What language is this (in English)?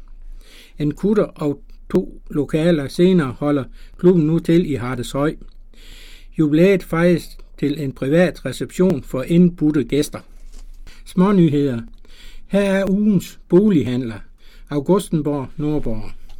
Danish